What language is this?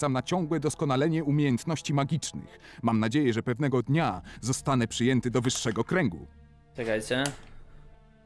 Polish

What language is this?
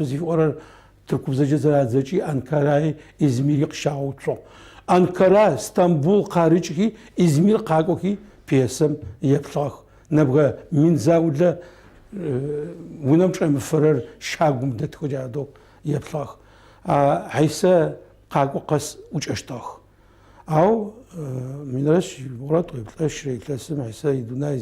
Adyghe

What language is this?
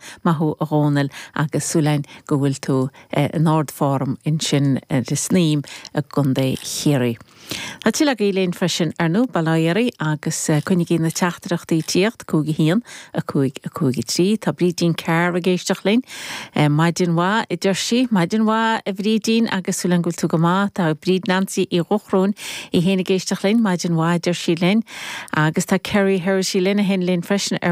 Irish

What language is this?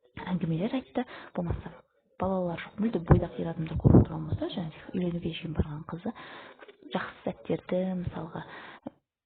Kazakh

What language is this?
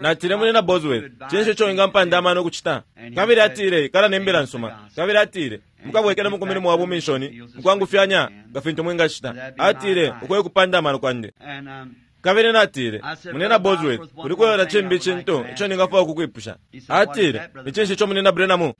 Bemba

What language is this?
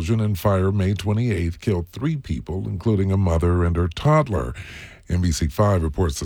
English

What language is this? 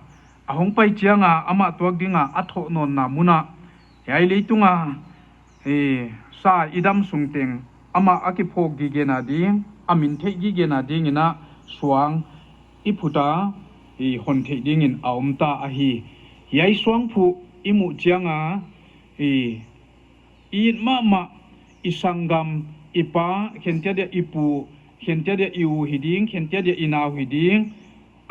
Paite Chin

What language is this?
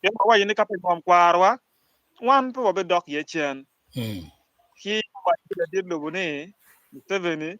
Acoli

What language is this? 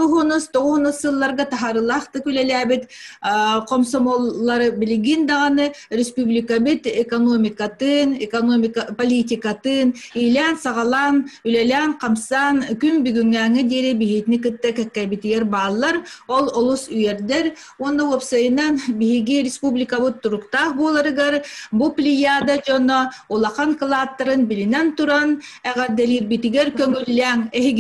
Yakut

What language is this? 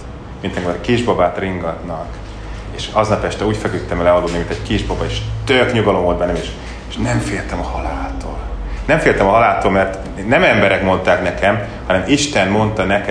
Hungarian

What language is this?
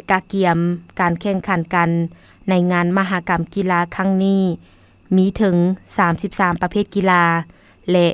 Lao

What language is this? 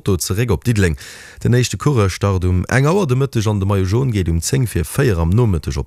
Luxembourgish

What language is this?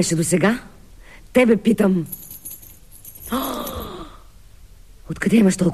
Bulgarian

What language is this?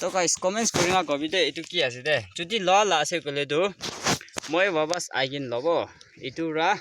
Naga Pidgin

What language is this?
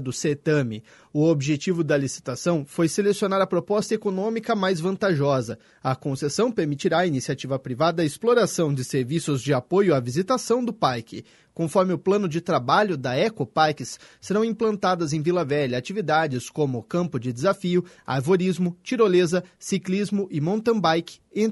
Portuguese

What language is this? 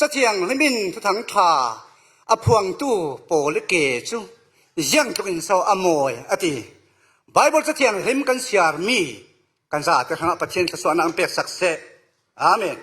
Falam Chin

